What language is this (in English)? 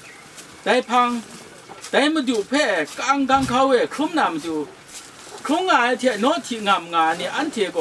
Kachin